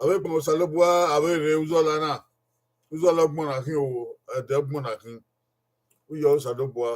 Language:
Bini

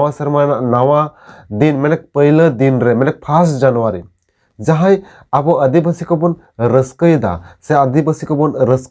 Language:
Santali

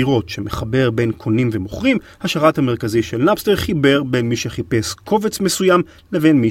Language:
Hebrew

